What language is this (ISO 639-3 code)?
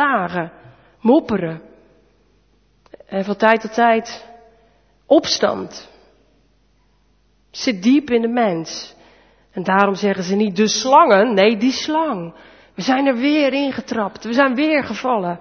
nld